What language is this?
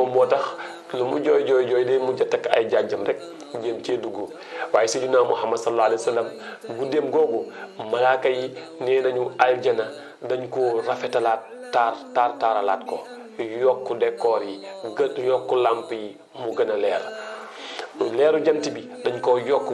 Wolof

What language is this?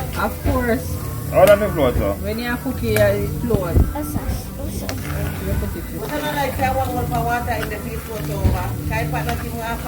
Jamaican Creole English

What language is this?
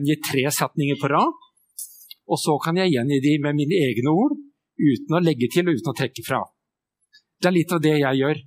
Norwegian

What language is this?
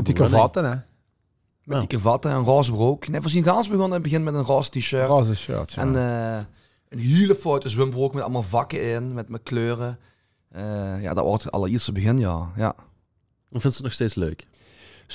Limburgish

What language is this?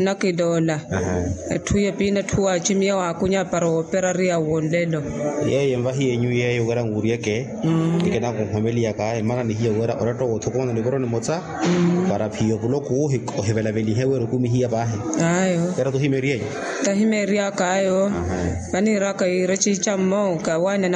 Makhuwa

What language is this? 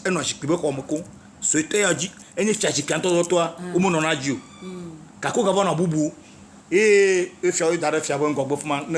Ewe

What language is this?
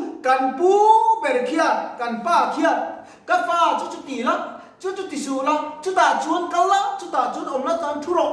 Mizo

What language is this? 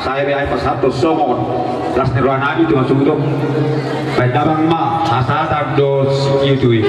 Batak Toba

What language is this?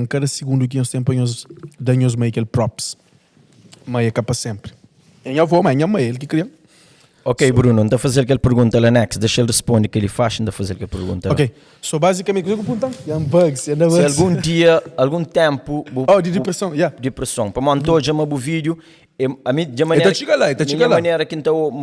Kabuverdianu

